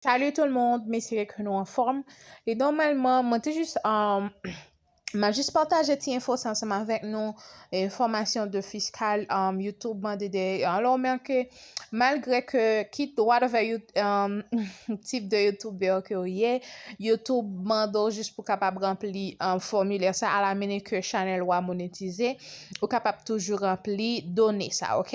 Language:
Haitian Creole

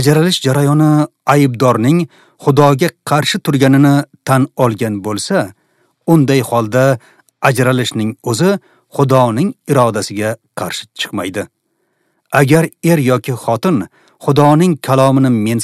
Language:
Uzbek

